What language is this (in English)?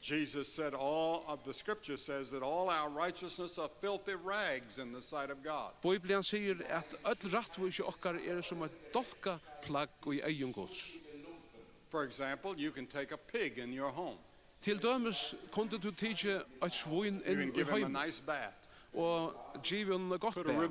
Faroese